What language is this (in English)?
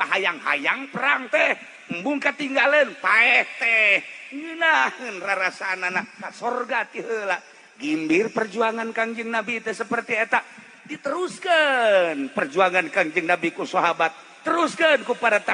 Sundanese